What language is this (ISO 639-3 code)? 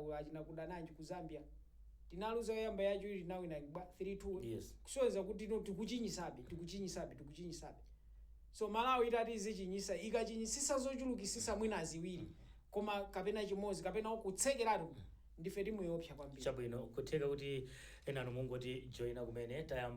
nya